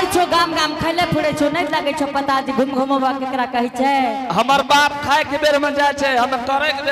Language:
Angika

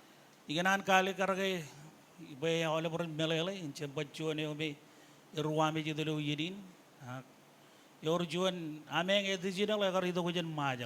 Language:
Marshallese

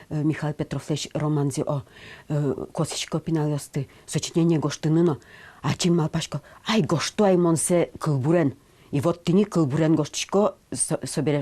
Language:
Udmurt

